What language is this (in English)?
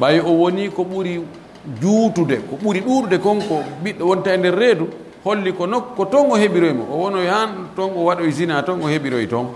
Pular